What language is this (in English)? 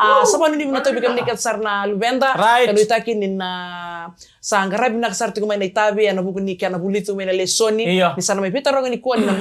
Fijian